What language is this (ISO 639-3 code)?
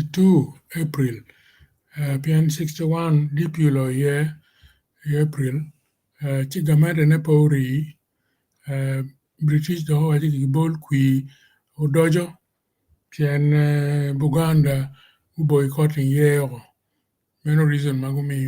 ach